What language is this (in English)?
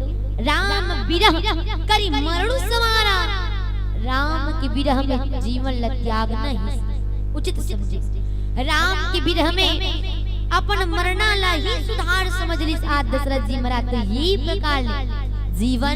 Chhattisgarhi